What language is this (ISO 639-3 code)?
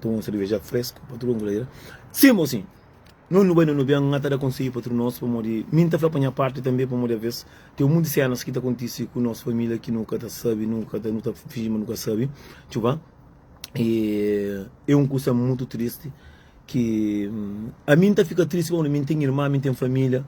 kea